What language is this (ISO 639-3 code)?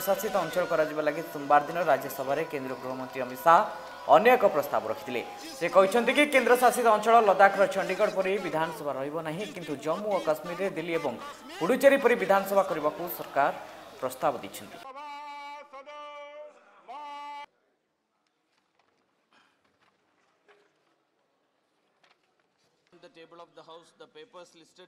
ori